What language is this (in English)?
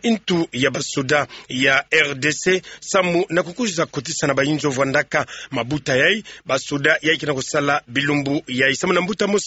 Kituba (Democratic Republic of Congo)